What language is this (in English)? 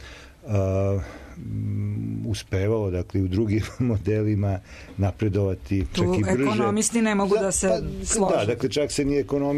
Serbian